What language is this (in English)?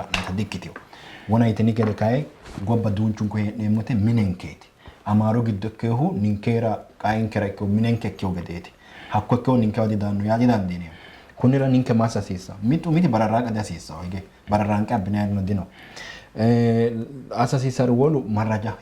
Sidamo